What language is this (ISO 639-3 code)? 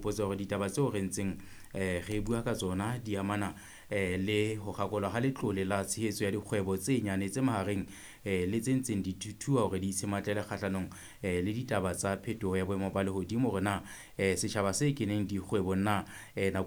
sot